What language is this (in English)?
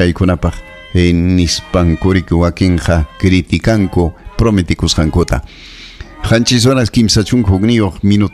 Ayacucho Quechua